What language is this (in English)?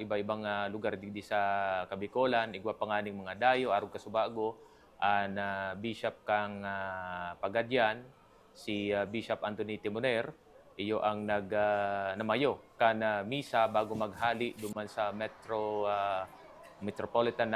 Bikol